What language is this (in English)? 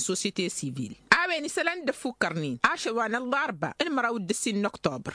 Tamasheq